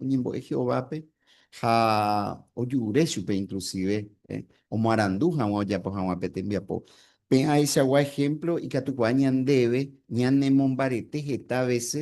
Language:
Guarani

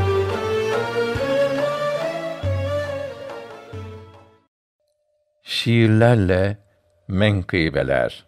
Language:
Turkish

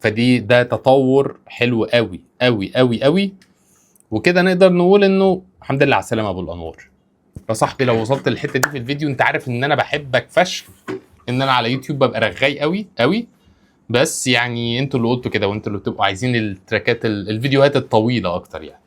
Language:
Egyptian Arabic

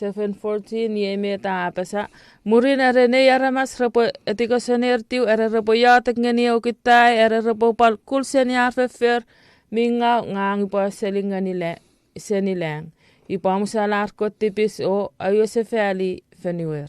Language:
Chuukese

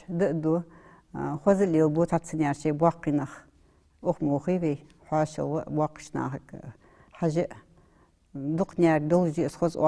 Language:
Ingush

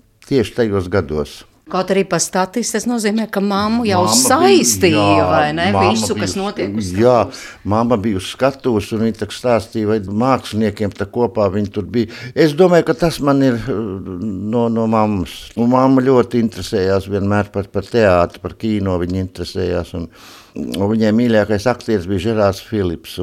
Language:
Latvian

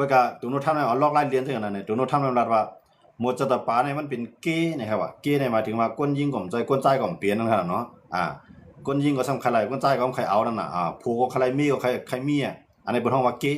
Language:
Shan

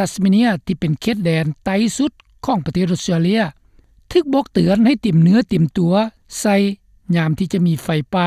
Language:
Lao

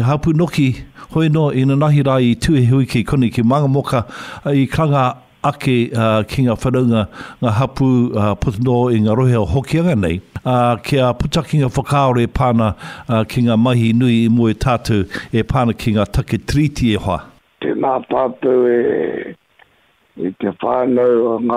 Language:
Māori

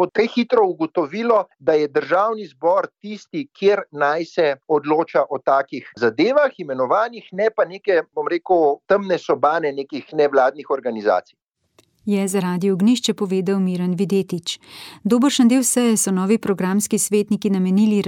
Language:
Slovenian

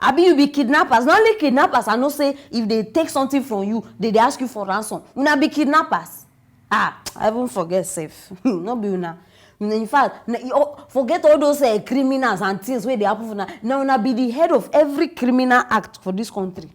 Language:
Nigerian Pidgin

